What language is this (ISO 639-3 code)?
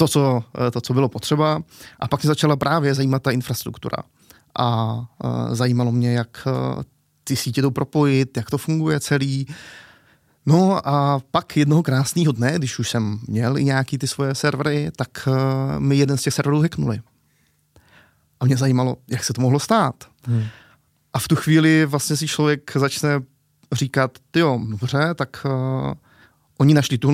ces